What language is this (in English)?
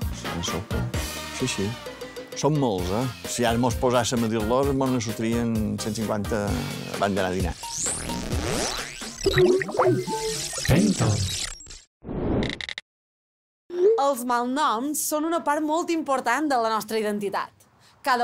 Catalan